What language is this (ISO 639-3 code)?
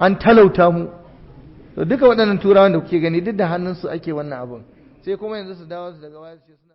hau